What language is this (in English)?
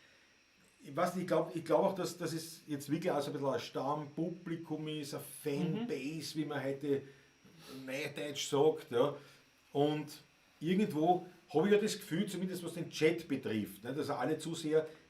Bavarian